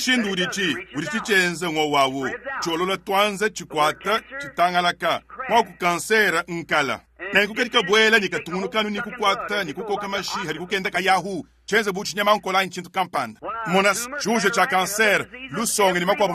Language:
Luba-Lulua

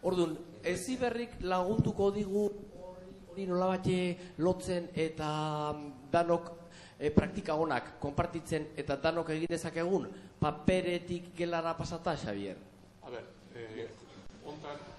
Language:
Basque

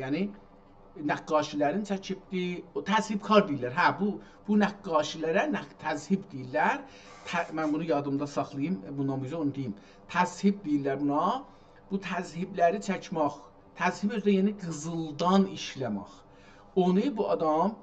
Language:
South Azerbaijani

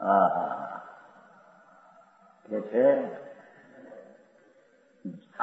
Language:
Gujarati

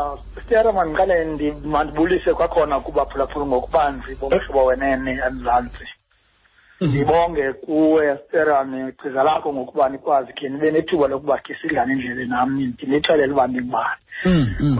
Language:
Xhosa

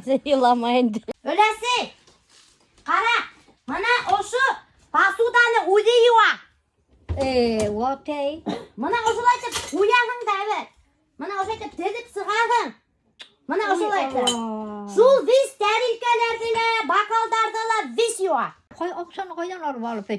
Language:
Bashkir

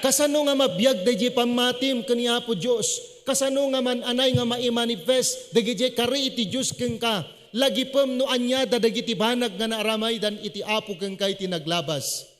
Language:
Iloko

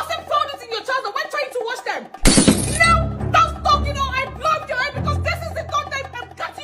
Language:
Nigerian Pidgin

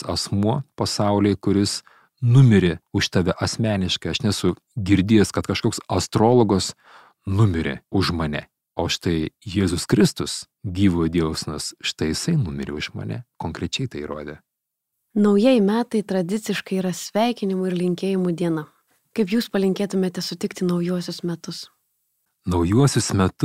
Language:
Lithuanian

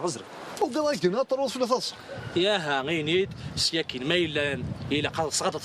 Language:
Kabyle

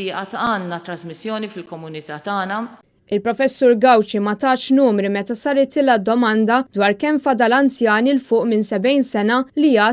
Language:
Maltese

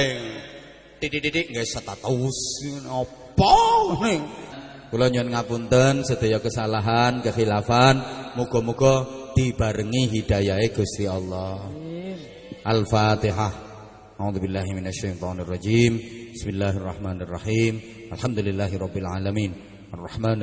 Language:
Javanese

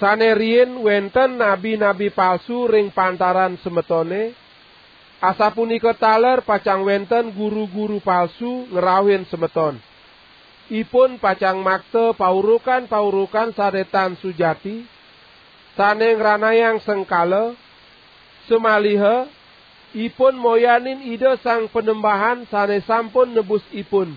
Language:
Balinese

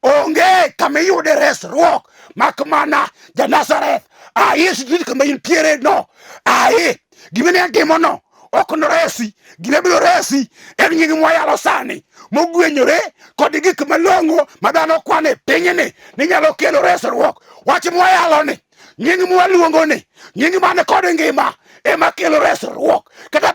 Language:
Luo (Kenya and Tanzania)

